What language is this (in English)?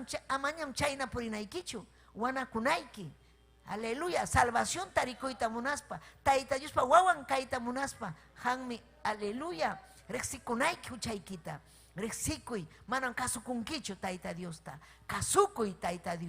Ayacucho Quechua